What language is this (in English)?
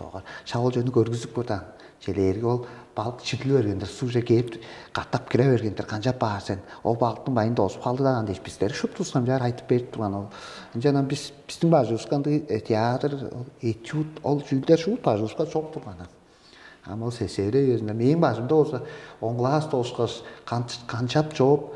Tuvinian